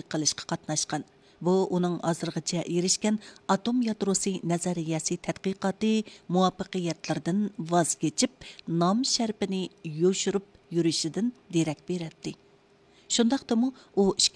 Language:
Uyghur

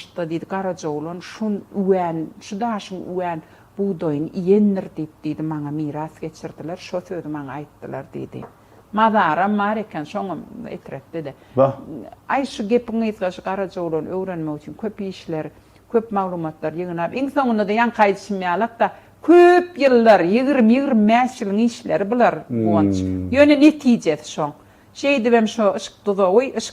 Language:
Turkmen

